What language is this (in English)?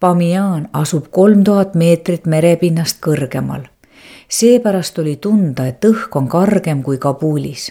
Estonian